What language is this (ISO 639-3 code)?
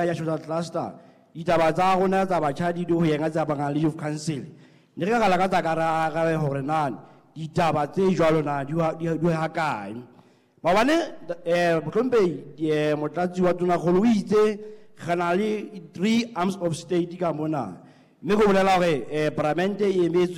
sot